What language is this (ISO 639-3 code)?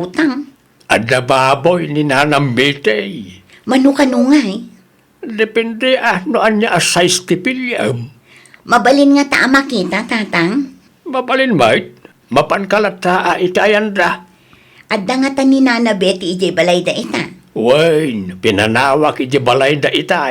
ilo